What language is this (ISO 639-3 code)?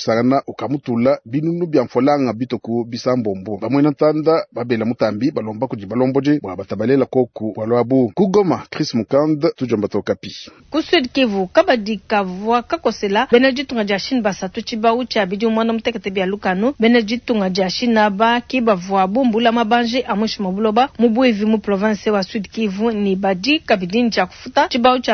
lua